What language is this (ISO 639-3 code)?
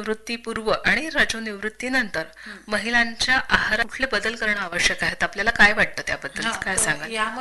mar